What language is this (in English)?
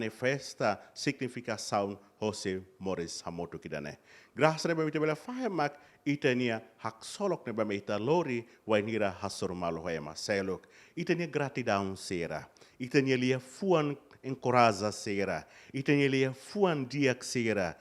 Tetum